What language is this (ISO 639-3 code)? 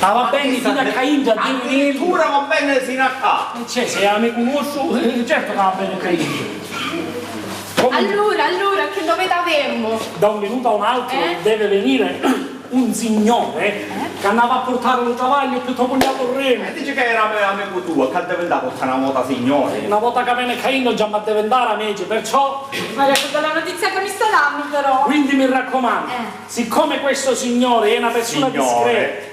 scn